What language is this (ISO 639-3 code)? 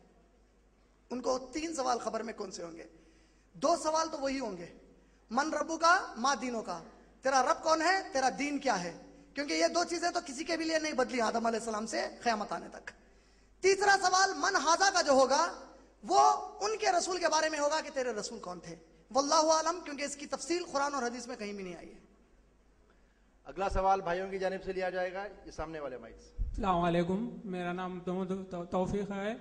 urd